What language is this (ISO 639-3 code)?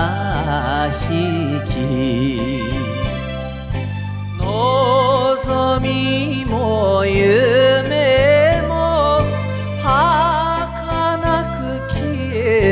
jpn